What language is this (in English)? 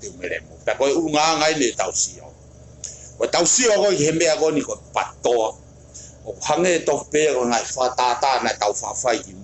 Tongan